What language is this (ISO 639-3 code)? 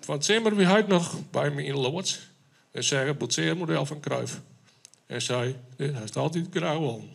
fry